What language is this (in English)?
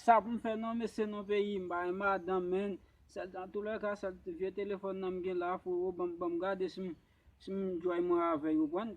Haitian Creole